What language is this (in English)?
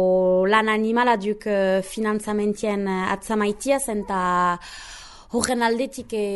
Basque